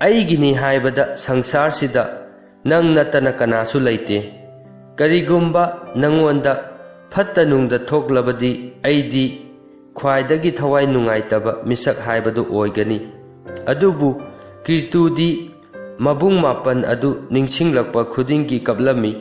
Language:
Manipuri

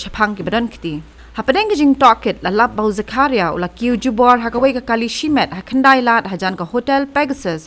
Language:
Khasi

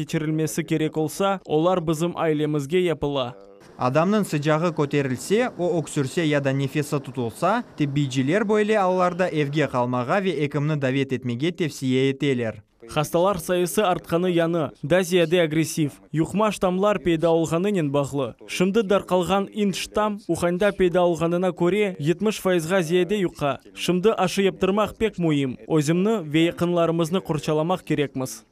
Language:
Crimean Tatar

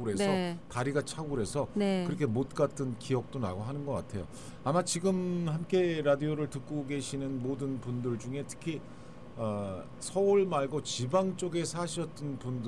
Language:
Korean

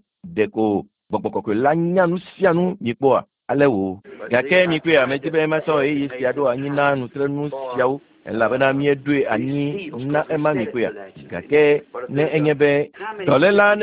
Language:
Ewe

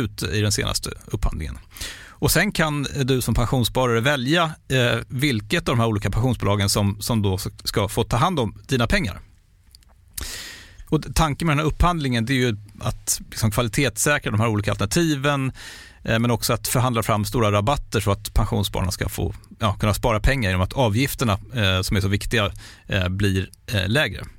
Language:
Swedish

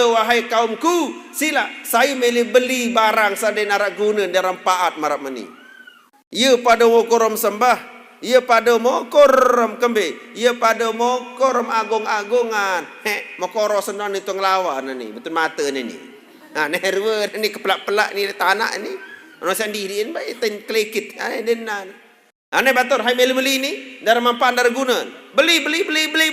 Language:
Sasak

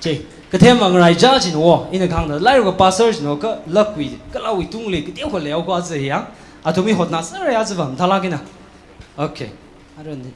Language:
Tangkhul Naga (India)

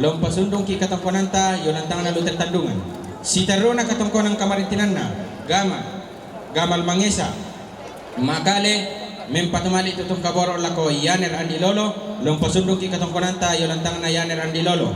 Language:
Toraja-Sa'dan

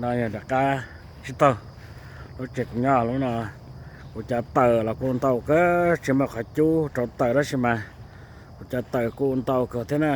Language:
Hmong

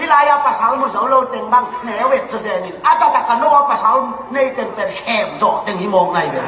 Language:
Tedim Chin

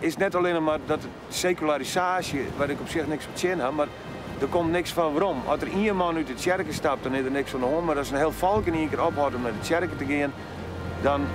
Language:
Western Frisian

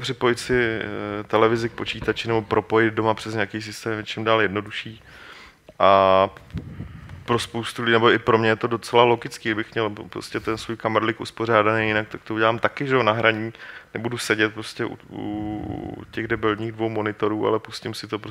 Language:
Czech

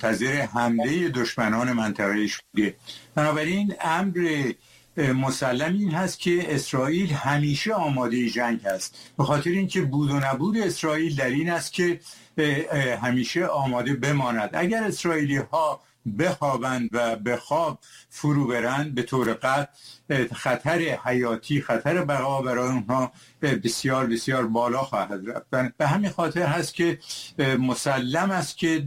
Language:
Persian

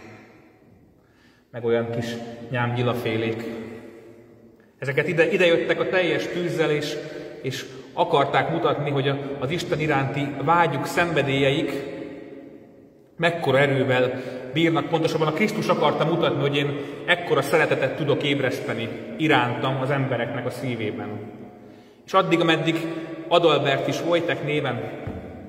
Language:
Hungarian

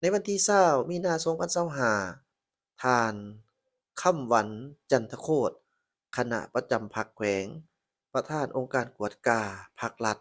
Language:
Lao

